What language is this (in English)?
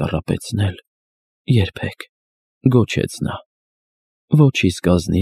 Armenian